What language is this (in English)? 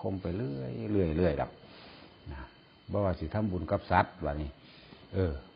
Northeastern Thai